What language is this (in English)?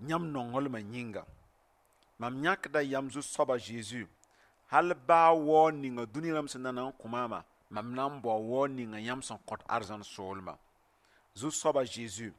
Mossi